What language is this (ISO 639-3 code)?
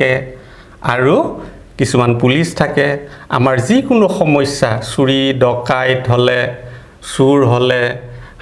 asm